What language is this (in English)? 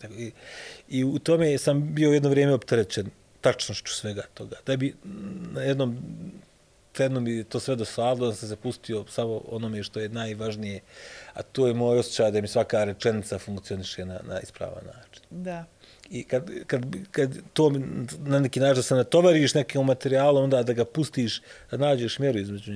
Bosnian